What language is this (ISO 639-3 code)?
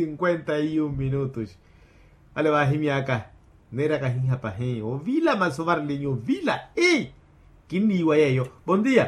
vmw